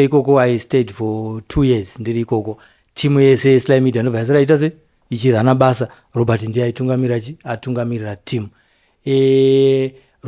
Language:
Shona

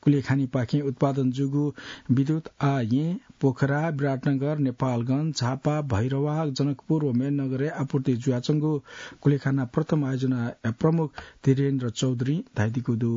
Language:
Newari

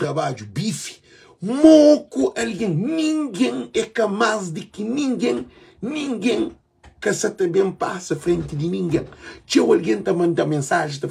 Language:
Kabuverdianu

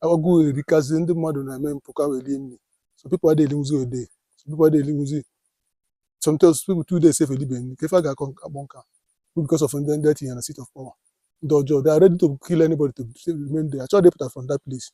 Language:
Igbo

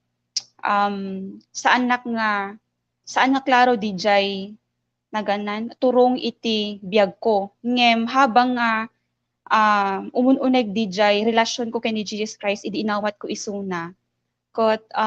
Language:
Iloko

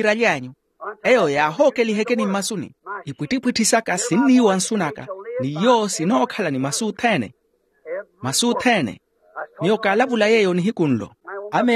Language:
Makhuwa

